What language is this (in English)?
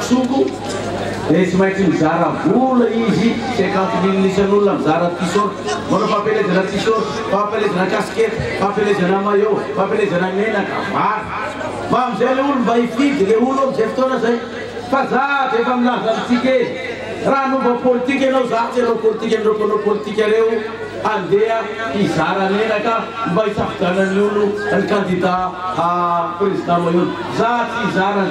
Malagasy